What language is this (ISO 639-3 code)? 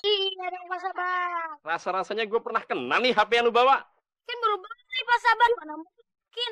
bew